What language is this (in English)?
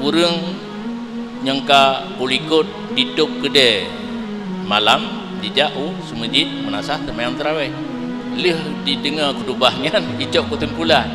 Achinese